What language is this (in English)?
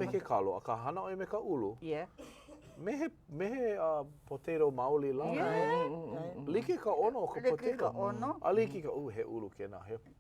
Hawaiian